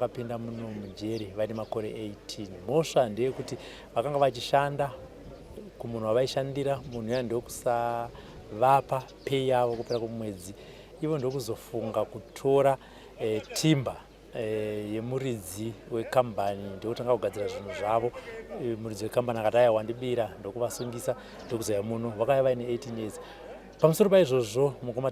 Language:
Shona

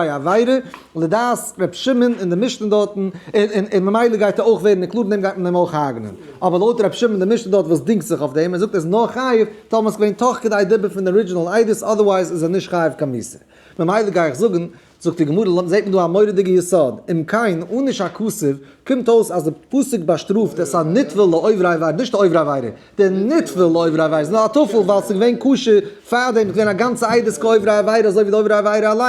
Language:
Yiddish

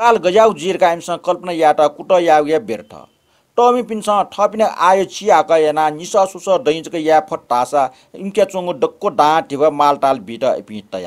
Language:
Newari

